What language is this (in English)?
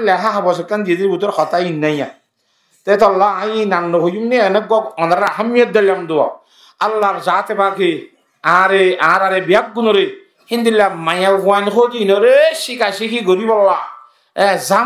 Rohingya